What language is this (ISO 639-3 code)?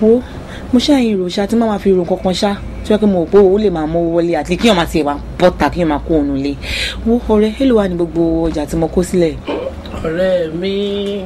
yor